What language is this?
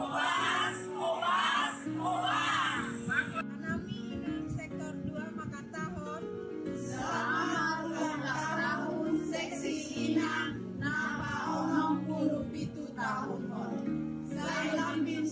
Batak Simalungun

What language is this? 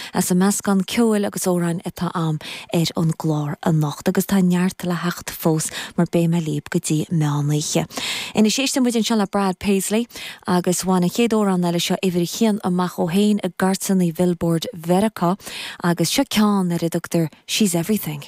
Irish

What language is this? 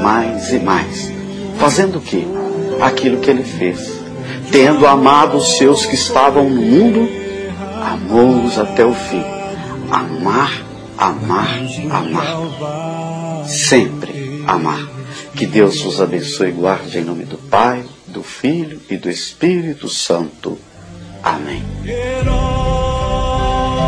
Portuguese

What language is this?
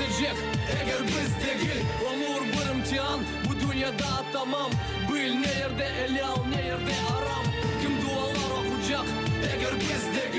Crimean Tatar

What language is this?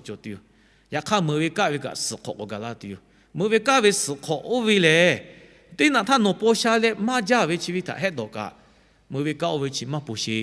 Lahu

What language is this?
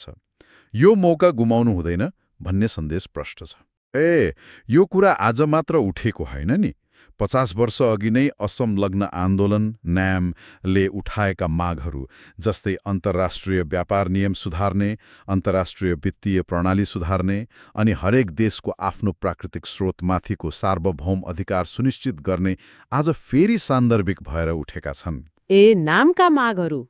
Nepali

